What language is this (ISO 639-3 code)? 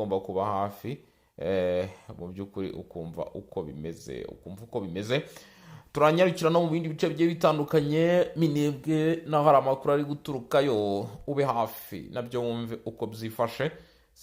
kin